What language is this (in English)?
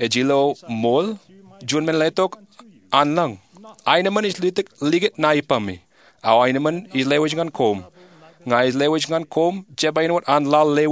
Marshallese